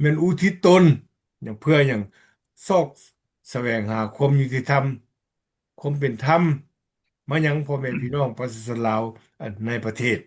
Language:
Lao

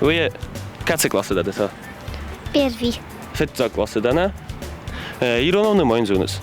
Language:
Ossetic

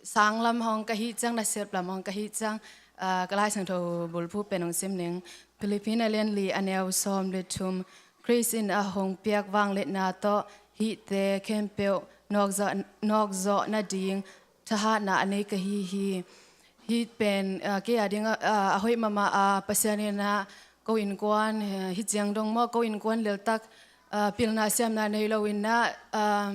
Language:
Tedim Chin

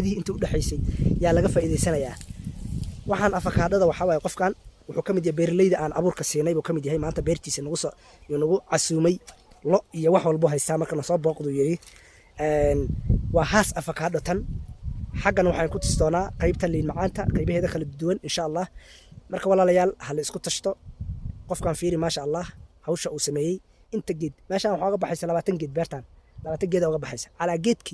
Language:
Somali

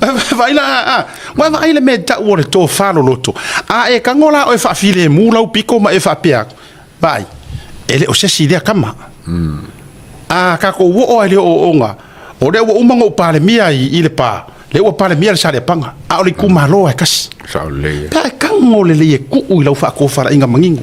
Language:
Samoan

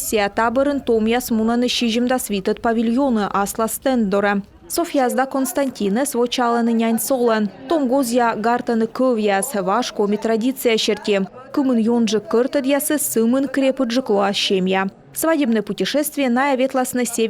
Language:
Komi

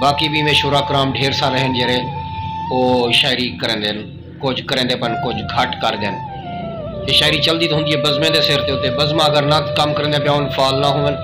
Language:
Saraiki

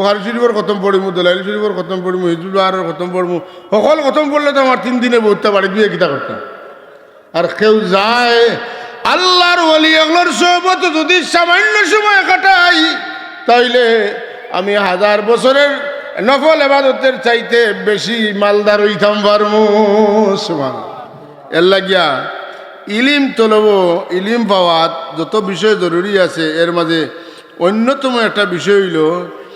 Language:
Sylheti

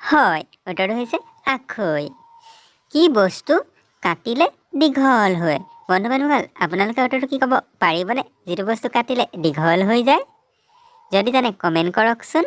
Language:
Assamese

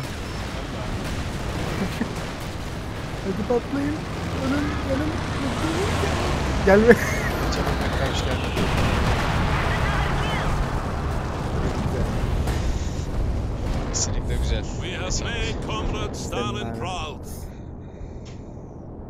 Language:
Turkish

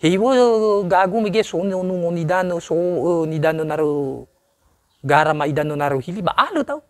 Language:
Nias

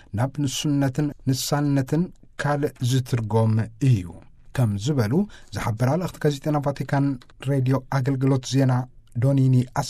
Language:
Tigrinya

